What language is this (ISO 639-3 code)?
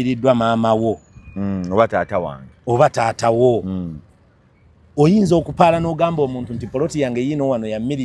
lug